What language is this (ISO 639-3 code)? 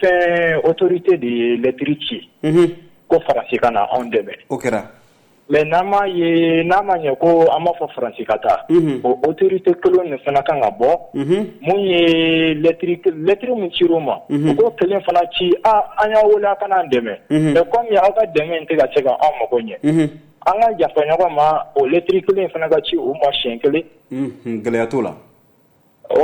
bam